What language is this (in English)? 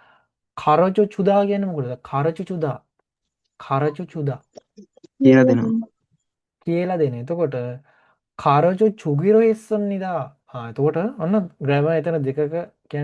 Sinhala